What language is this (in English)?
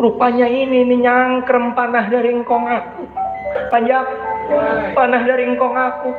Betawi